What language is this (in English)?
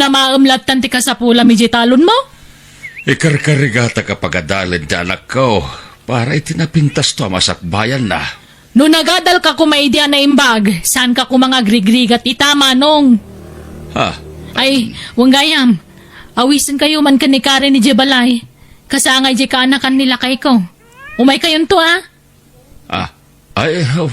Iloko